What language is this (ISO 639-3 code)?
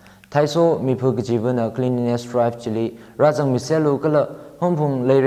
nmf